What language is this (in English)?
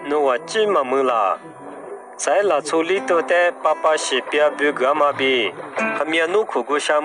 Lisu